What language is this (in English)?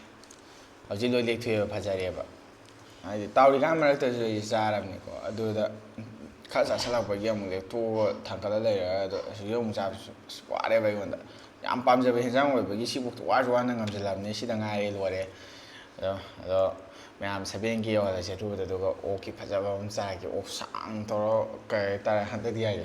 Manipuri